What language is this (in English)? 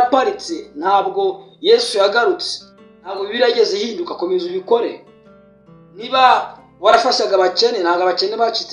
Kinyarwanda